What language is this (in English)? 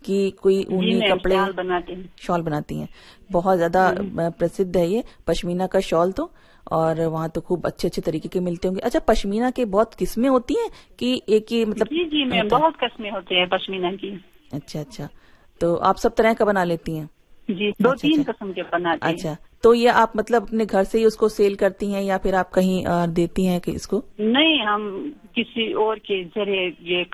Hindi